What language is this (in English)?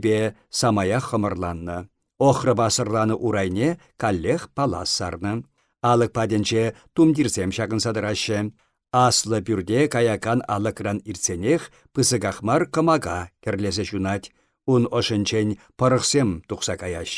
Chuvash